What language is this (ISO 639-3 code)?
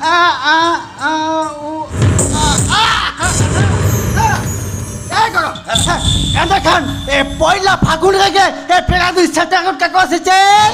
sat